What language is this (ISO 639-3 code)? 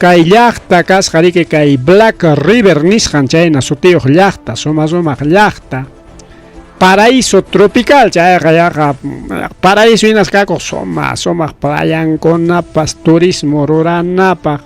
quy